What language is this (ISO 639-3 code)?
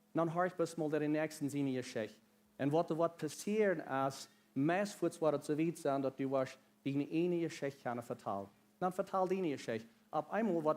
pdt